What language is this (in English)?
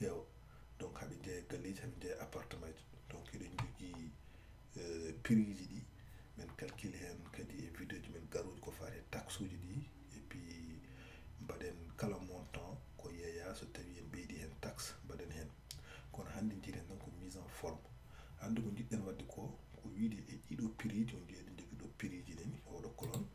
Fula